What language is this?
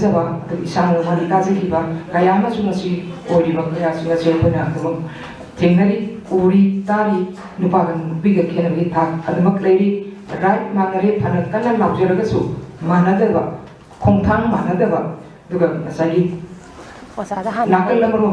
Manipuri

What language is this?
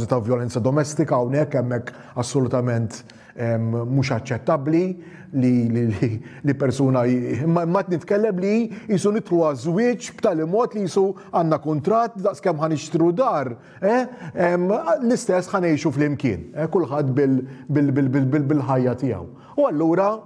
Maltese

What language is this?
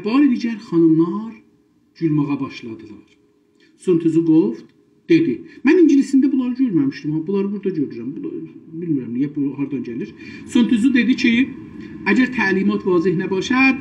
South Azerbaijani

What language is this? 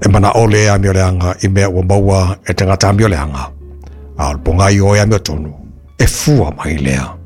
Samoan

